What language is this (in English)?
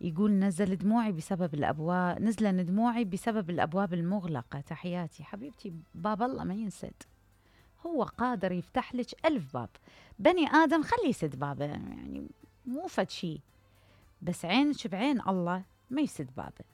Mesopotamian Arabic